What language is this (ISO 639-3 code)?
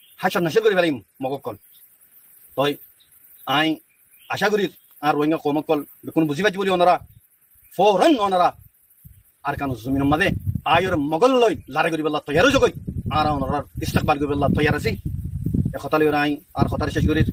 rhg